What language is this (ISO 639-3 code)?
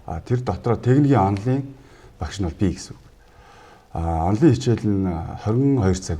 mon